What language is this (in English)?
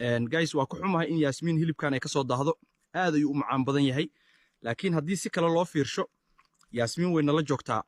Somali